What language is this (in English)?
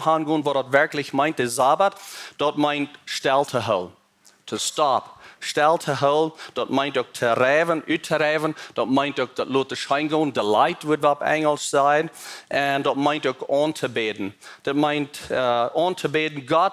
Plautdietsch